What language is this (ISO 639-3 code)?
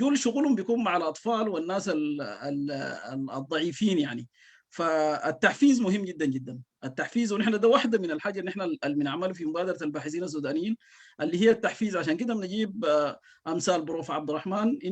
apd